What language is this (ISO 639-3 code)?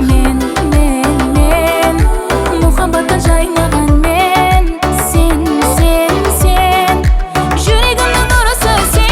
kaa